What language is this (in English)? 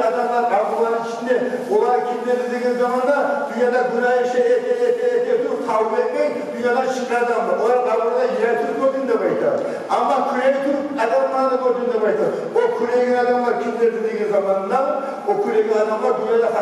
Kumyk